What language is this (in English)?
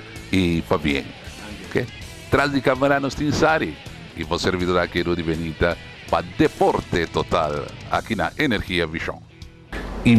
Papiamento